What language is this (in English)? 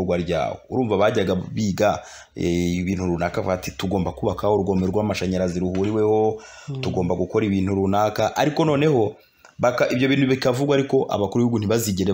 Kinyarwanda